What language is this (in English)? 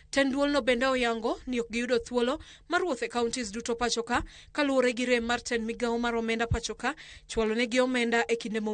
Luo (Kenya and Tanzania)